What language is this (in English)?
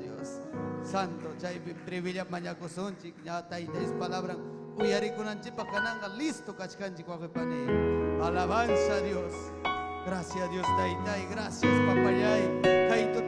Ayacucho Quechua